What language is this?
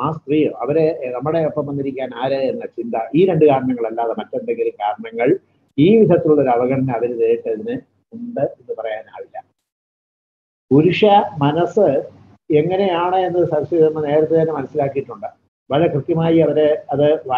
Malayalam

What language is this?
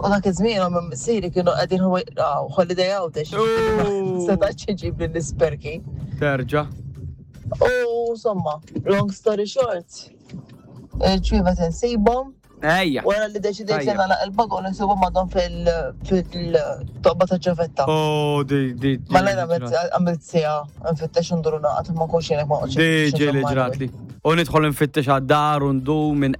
Maltese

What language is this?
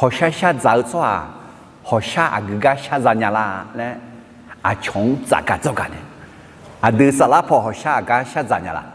Akha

